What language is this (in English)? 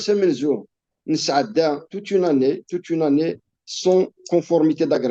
Kabyle